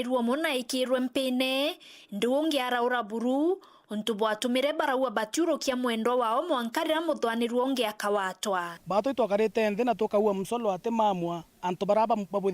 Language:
Meru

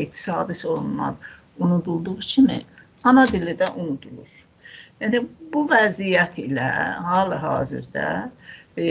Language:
South Azerbaijani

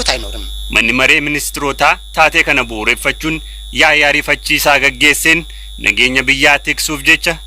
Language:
Oromo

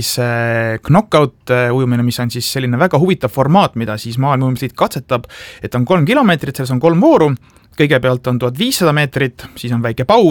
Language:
Estonian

